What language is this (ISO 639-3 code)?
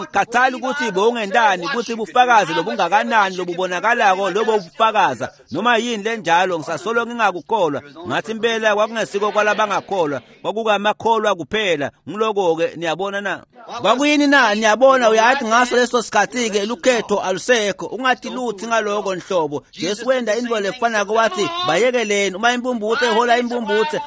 ssw